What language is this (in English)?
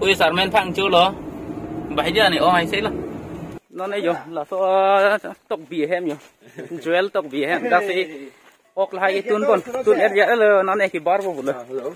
Karbi